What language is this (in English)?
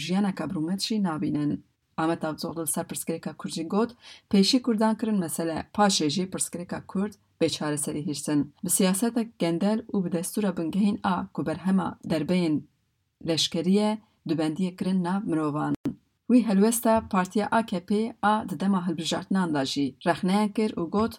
Kurdish